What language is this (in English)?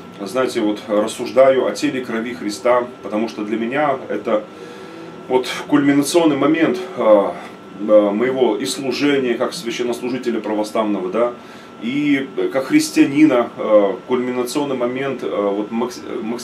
Russian